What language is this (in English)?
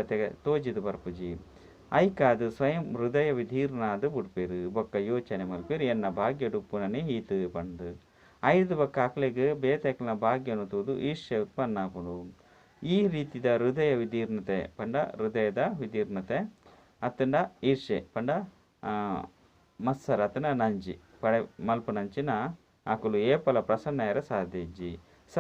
Tulu